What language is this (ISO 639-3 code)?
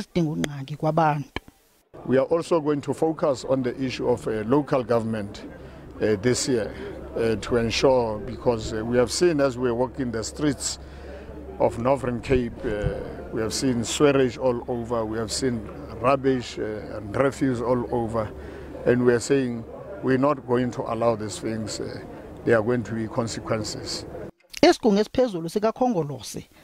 zul